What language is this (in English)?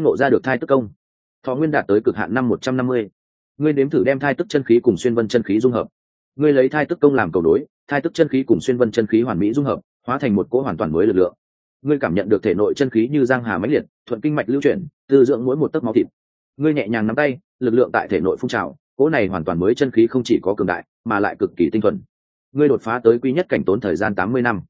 Vietnamese